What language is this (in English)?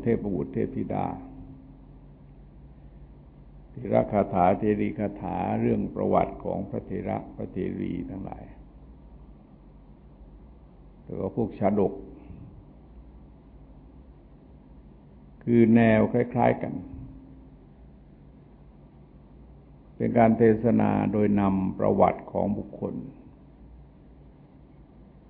Thai